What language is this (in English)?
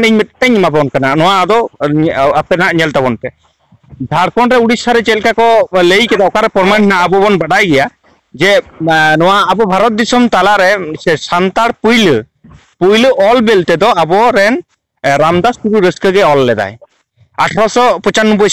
Santali